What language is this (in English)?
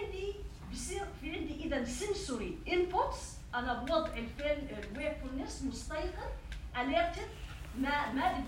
North Levantine Arabic